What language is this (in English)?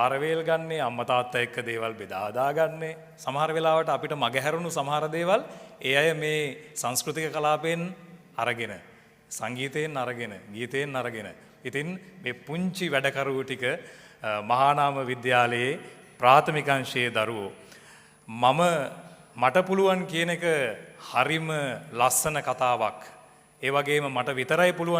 Sinhala